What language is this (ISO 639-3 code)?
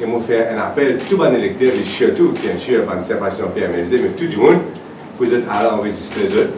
mfe